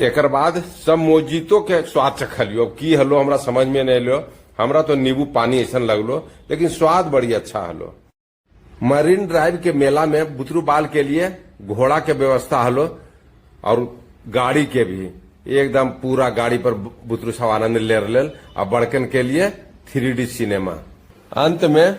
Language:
Magahi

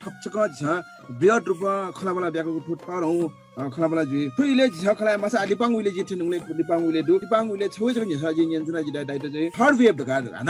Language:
Newari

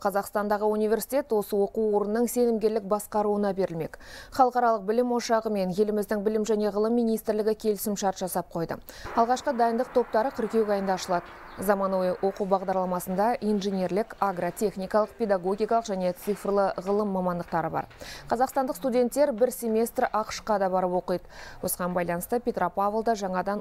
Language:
Kazakh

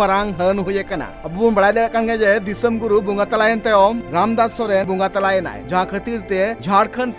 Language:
Santali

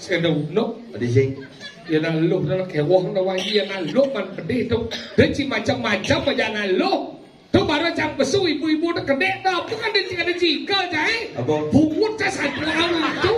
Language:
Balinese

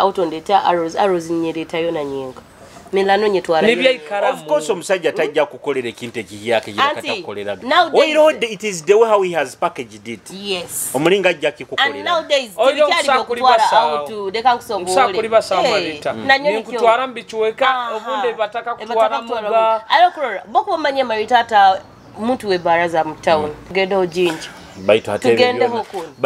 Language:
Nyoro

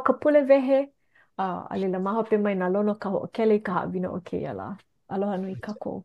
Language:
Hawaiian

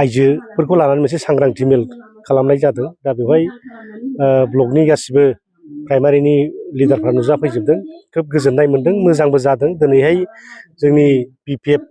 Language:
Bodo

